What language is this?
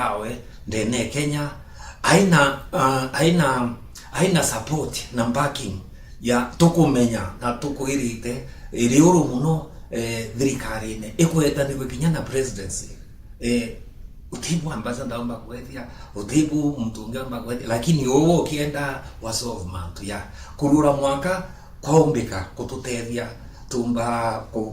Meru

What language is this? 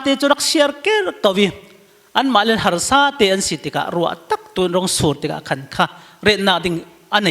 Falam Chin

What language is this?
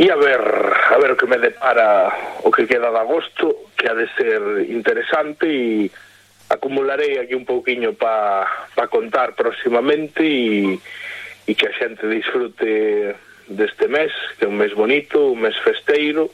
Galician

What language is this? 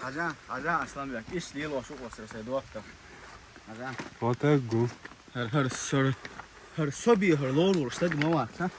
Chechen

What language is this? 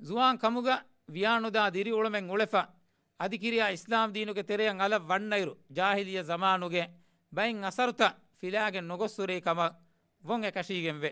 Divehi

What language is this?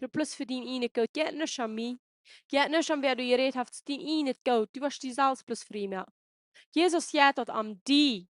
Plautdietsch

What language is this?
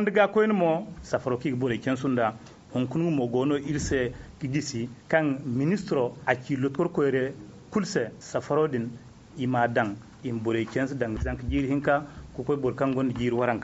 Zarma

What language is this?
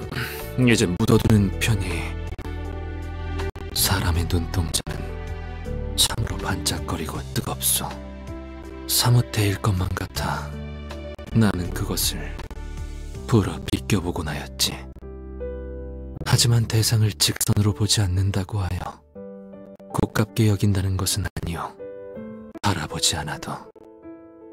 Korean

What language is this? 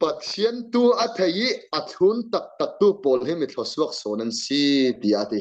Falam Chin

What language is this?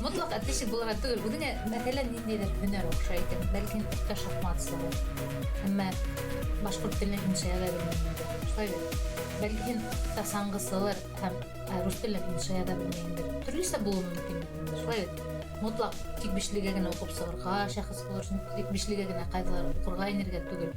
Bashkir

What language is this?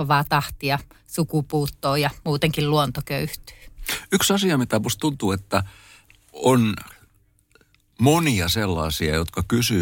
Finnish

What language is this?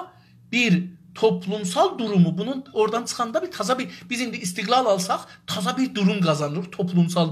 South Azerbaijani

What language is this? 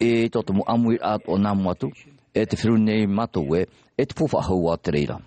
Tahitian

